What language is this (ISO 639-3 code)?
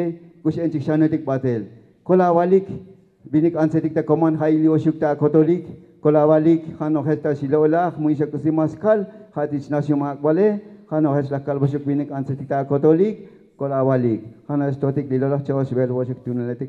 tzo